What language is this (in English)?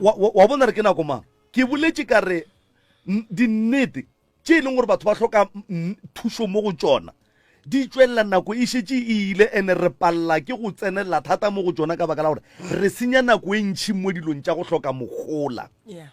Northern Sotho